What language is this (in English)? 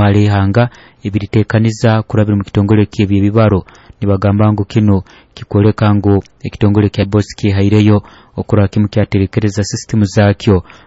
Nyoro